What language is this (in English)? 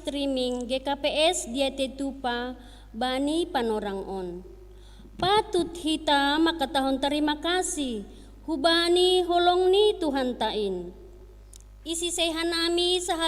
Batak Simalungun